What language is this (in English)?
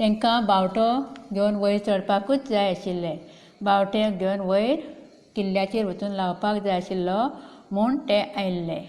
Konkani